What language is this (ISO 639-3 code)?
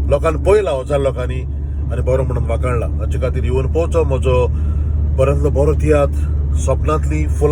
kok